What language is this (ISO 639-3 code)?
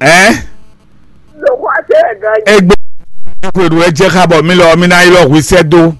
fon